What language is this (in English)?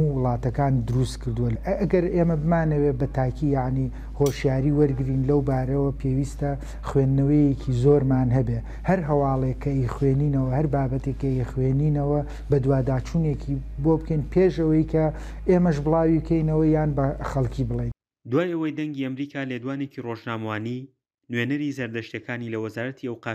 Central Kurdish